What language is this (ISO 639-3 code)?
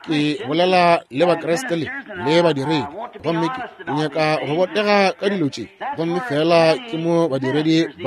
nso